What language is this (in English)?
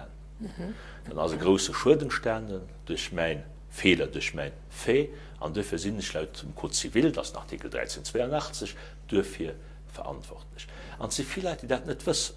Luxembourgish